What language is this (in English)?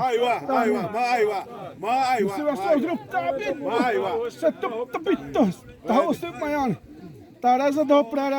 Xavánte